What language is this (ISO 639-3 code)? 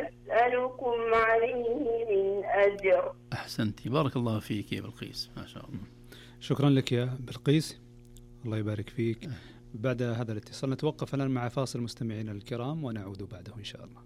ars